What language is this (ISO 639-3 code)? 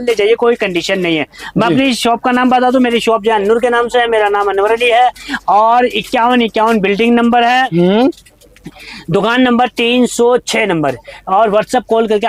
hin